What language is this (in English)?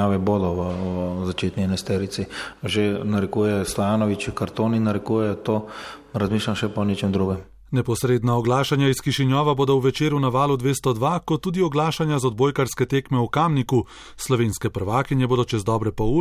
Slovenian